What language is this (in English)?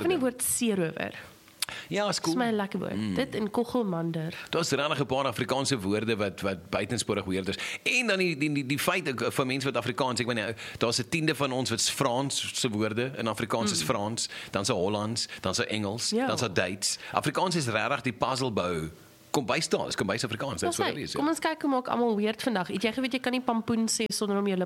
Afrikaans